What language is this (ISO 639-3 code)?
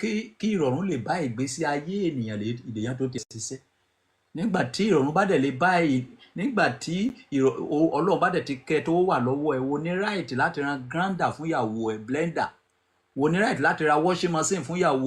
yor